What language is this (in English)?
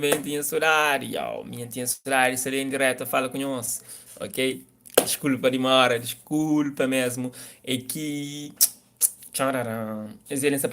Kabuverdianu